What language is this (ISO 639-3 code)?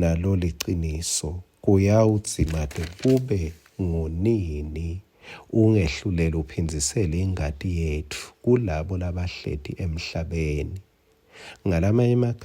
ssw